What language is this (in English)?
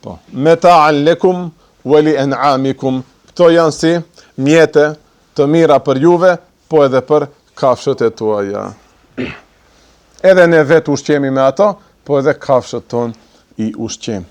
Albanian